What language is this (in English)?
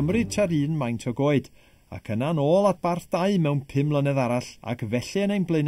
Welsh